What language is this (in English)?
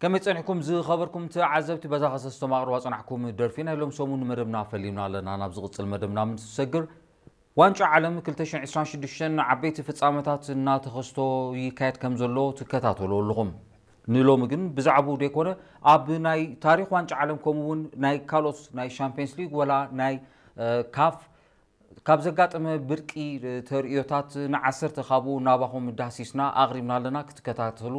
Tigrinya